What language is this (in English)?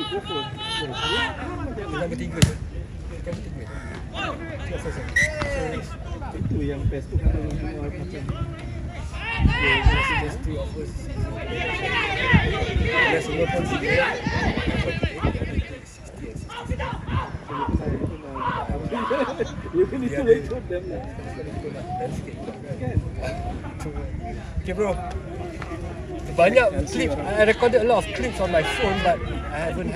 Malay